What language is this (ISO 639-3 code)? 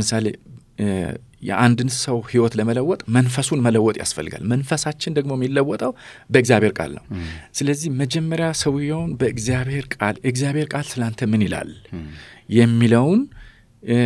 amh